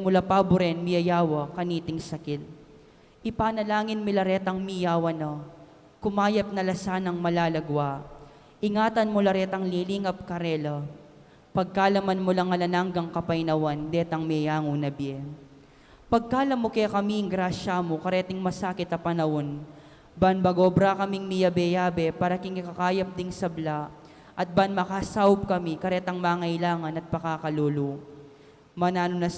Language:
Pampanga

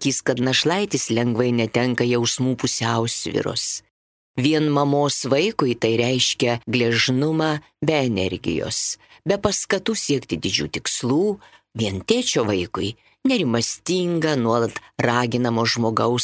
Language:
Lithuanian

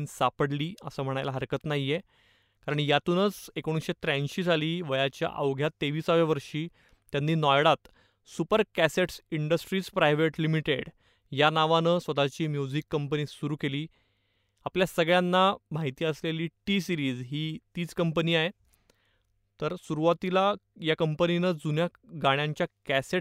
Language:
Marathi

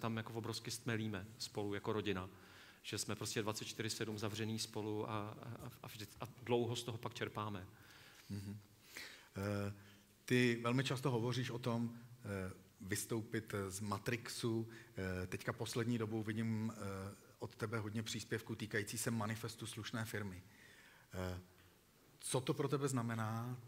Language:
Czech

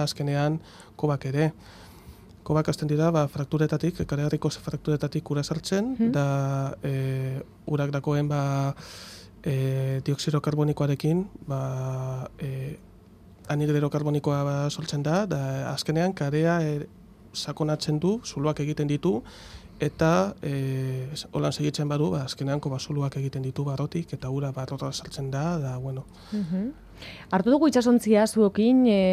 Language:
Basque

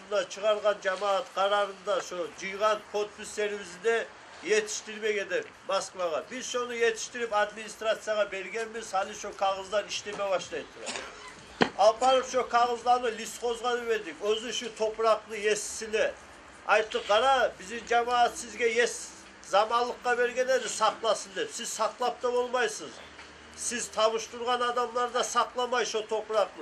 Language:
Kumyk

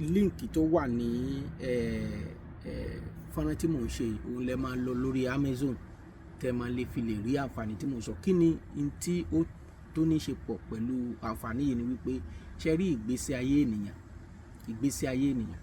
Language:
Yoruba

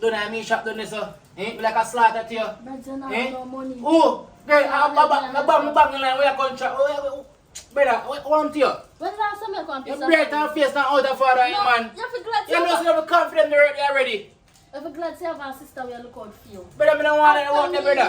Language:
Jamaican Creole English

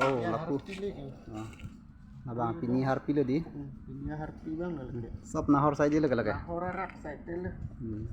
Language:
Karbi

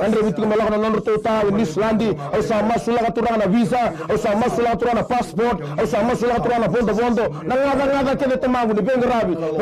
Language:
Fijian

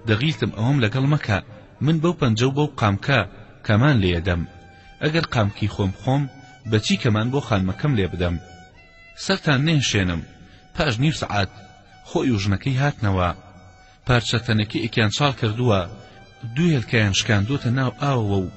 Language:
Central Kurdish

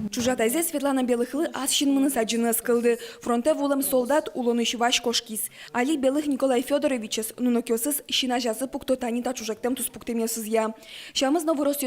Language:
Udmurt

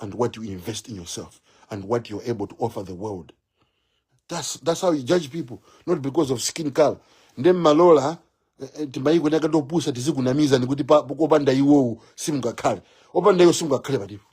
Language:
Nyanja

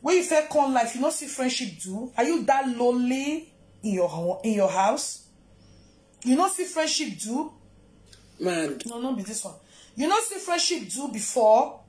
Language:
Nigerian Pidgin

